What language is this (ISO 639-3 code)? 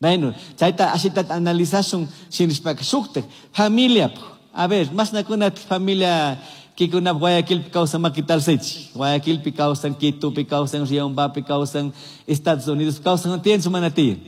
qug